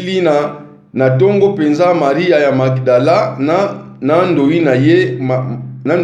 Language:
Lingala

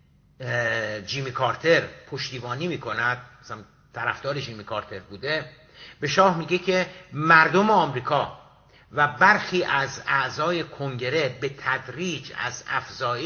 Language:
Persian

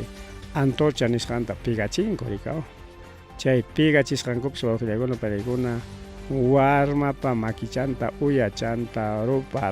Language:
Ayacucho Quechua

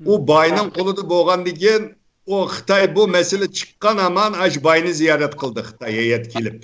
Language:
Uyghur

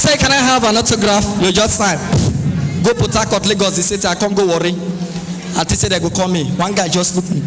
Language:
Nigerian Pidgin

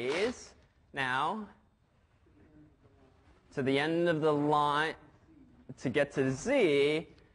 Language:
English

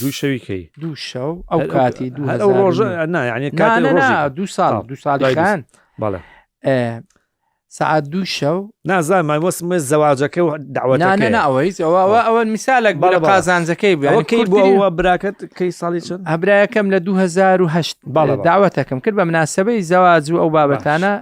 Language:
Central Kurdish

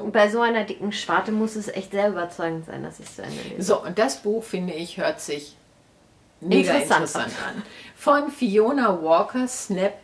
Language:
German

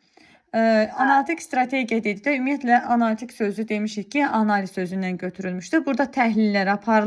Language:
Azerbaijani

